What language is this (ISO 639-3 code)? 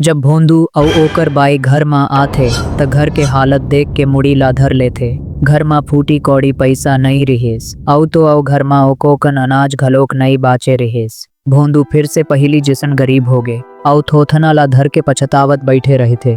hne